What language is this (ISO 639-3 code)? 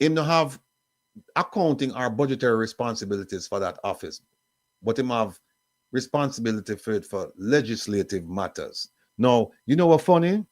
jam